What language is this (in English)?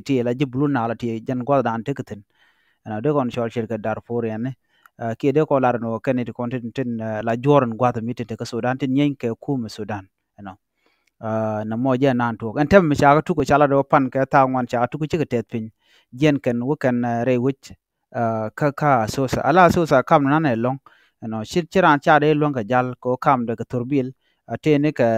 Nuer